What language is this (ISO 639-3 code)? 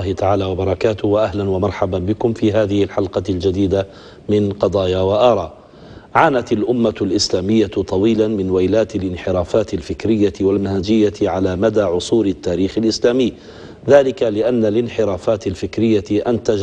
ara